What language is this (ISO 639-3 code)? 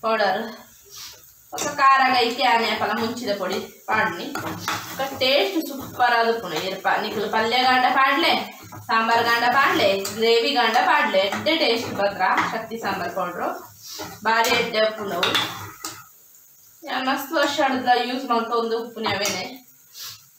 tcy